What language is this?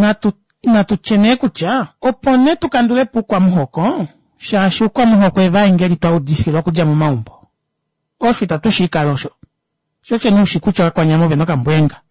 Kuanyama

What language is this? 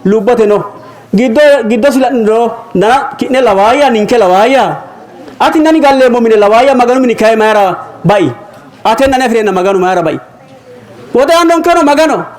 Sidamo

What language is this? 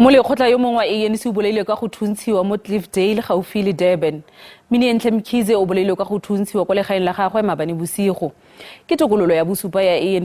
Tswana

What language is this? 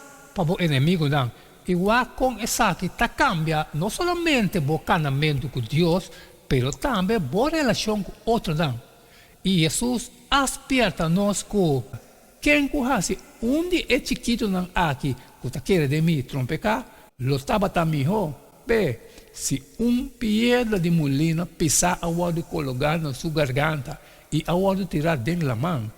Papiamento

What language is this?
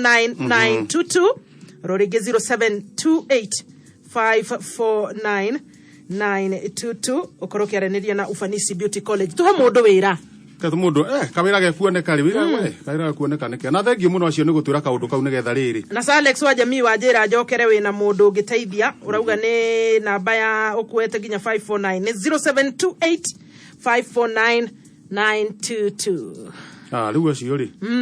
Kikuyu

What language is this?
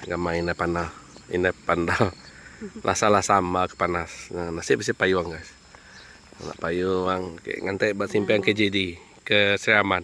Iban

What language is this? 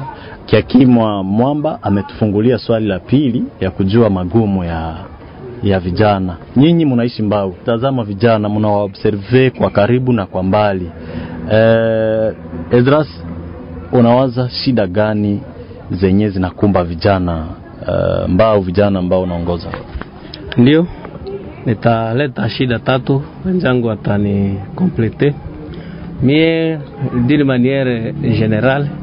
Swahili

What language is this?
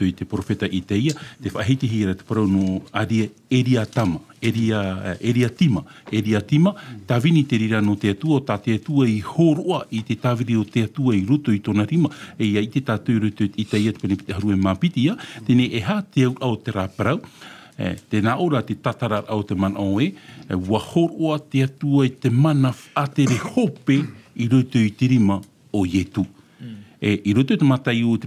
Tahitian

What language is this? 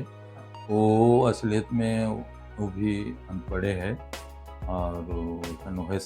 Sadri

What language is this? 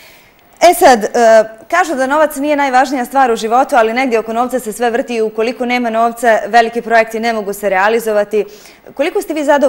Bosnian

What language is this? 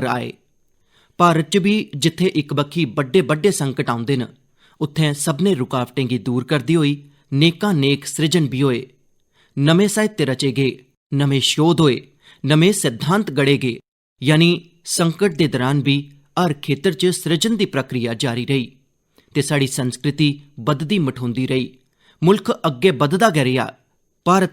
Dogri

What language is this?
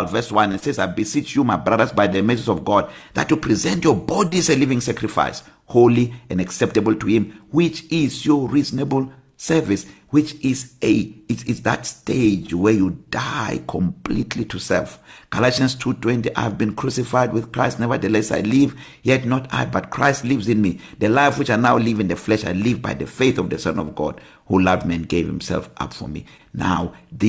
English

